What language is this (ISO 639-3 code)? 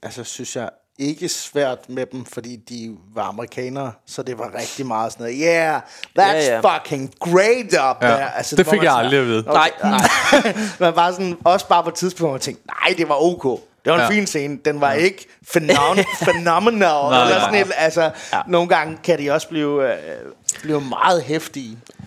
dan